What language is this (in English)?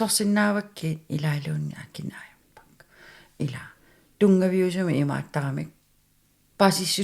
Kalaallisut